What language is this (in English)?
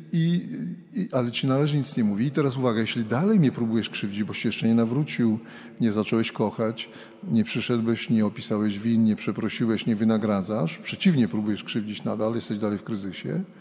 Polish